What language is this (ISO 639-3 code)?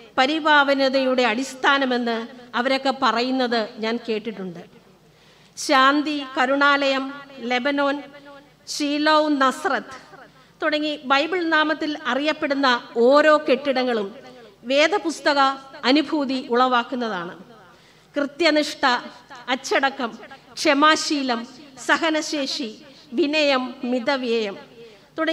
mal